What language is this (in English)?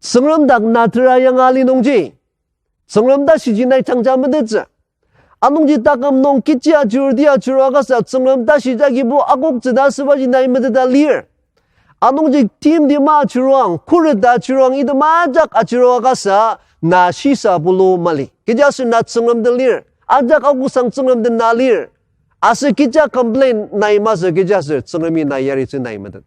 Ao Naga